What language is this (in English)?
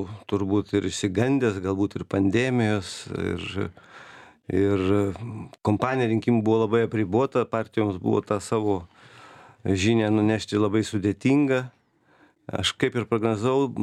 Lithuanian